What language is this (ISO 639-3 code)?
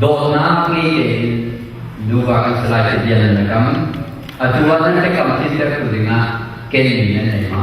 cnh